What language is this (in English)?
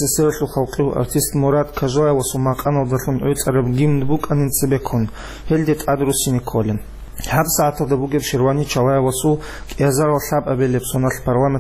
Avaric